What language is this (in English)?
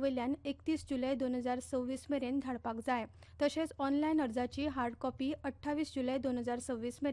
Konkani